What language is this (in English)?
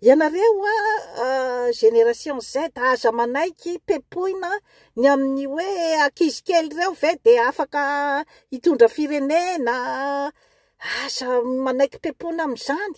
Malagasy